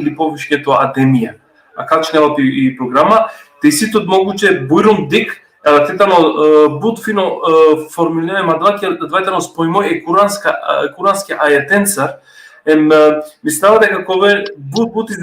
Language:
Balkan Romani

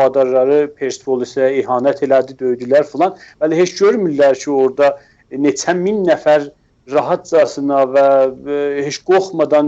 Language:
South Azerbaijani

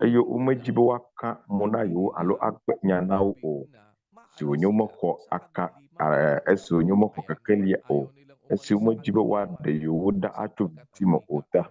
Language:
Ewe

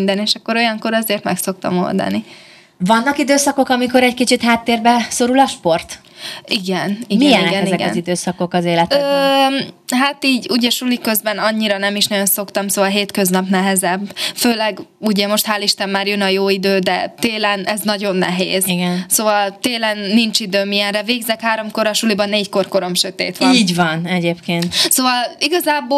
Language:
Hungarian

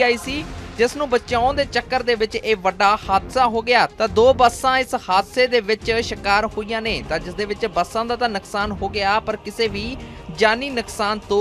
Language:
Punjabi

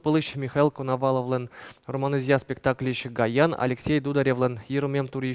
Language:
Udmurt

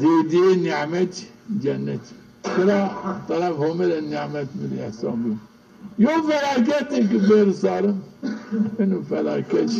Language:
Zaza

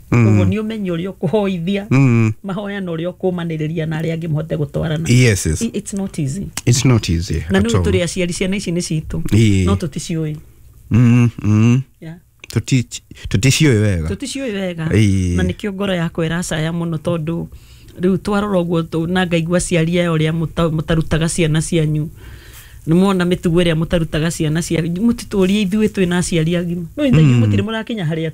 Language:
Kikuyu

